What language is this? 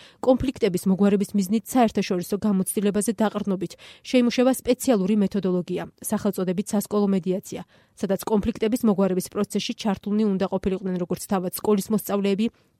Georgian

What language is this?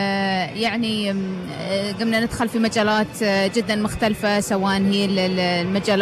Gulf Arabic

